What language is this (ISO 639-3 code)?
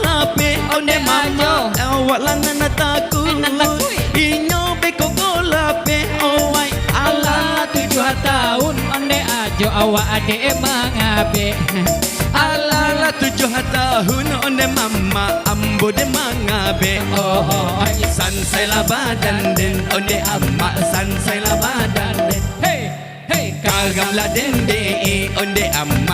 min